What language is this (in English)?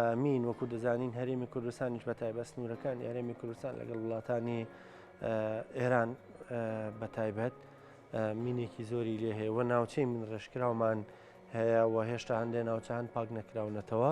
Central Kurdish